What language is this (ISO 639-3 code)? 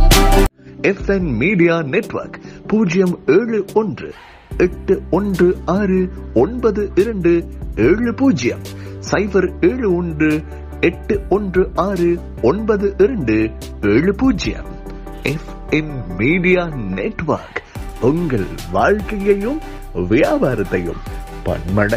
tam